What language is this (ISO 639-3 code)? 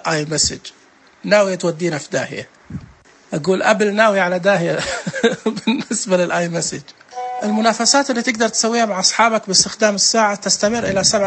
ars